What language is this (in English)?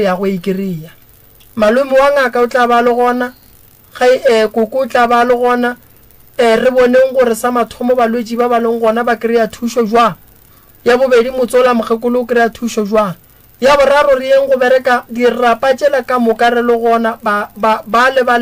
Northern Sotho